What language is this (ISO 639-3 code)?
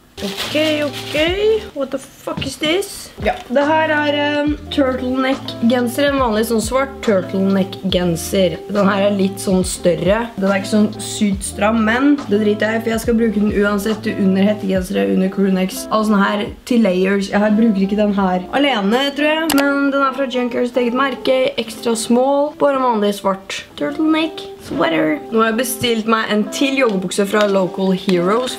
nor